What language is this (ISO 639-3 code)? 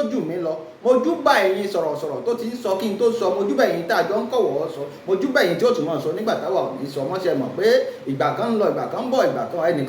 yor